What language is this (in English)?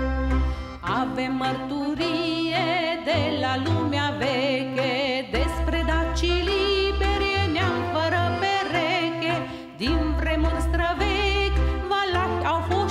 Romanian